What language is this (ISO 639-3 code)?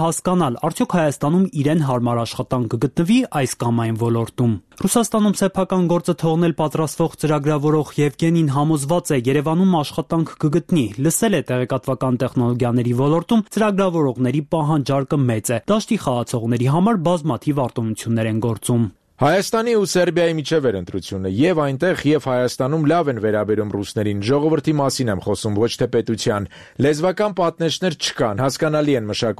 hye